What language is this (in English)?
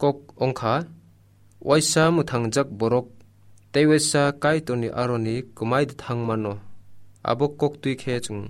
Kok Borok